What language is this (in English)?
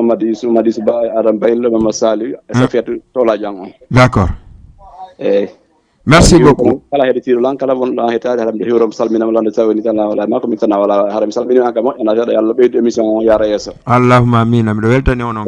Fula